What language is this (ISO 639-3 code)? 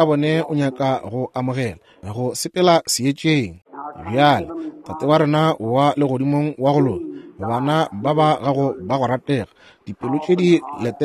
nso